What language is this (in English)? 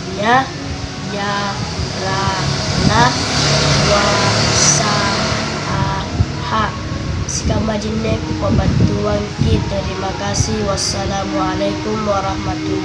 Makasar